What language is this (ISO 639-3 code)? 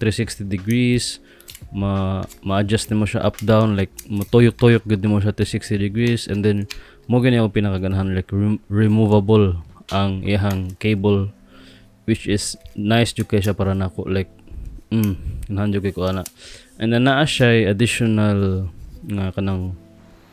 ceb